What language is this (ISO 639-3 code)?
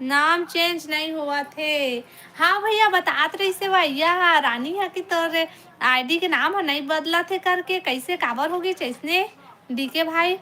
hne